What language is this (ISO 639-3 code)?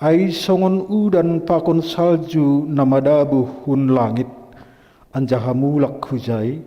bts